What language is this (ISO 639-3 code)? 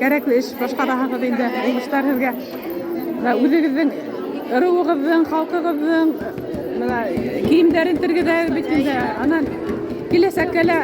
bak